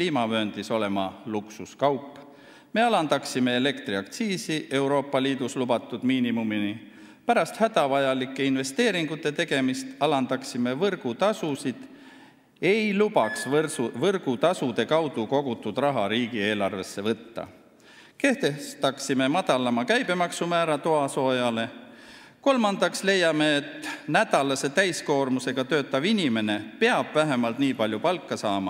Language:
Estonian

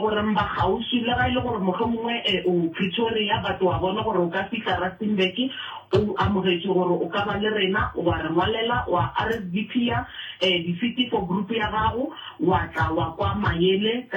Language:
Southern Sotho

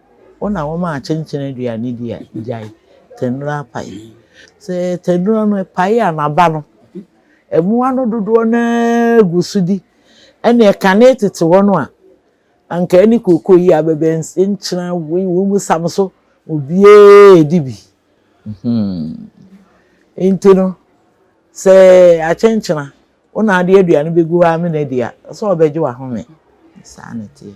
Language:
Akan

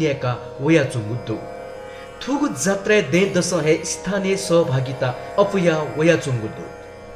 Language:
Newari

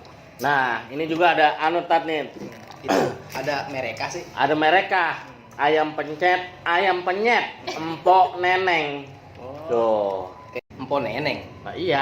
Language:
Betawi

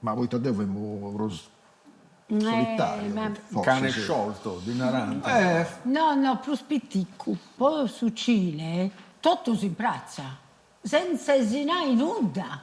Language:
Sardinian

